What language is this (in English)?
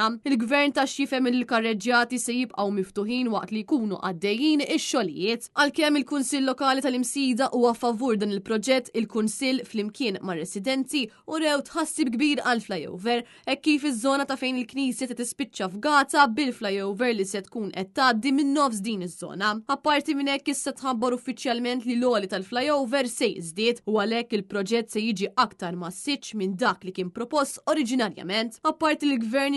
Maltese